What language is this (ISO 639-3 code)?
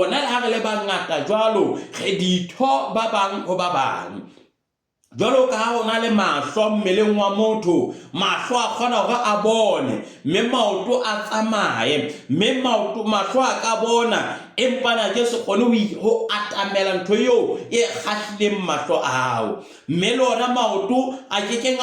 sot